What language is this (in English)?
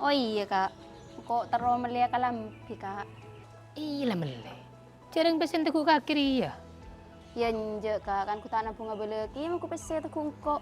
Madurese